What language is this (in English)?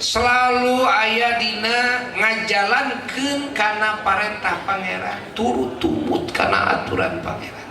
Sundanese